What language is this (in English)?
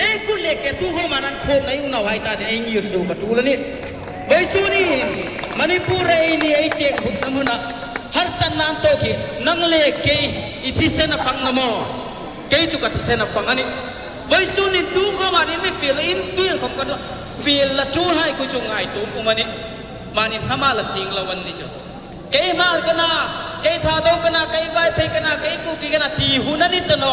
Hmar